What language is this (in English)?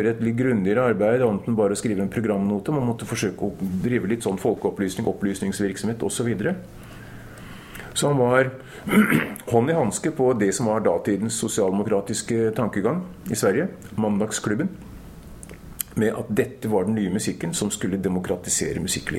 Norwegian